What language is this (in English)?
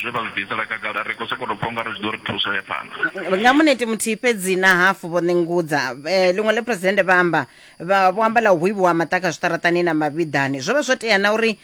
Venda